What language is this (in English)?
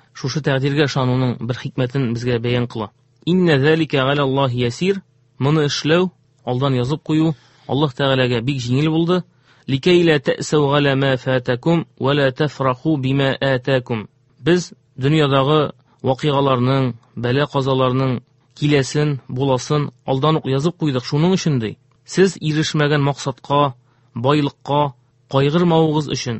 Tatar